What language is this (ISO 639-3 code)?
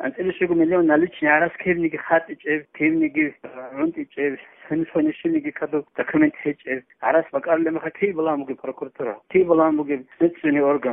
ava